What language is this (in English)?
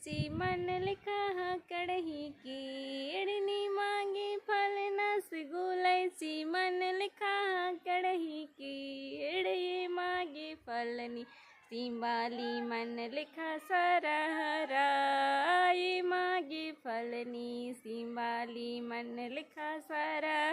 Kurukh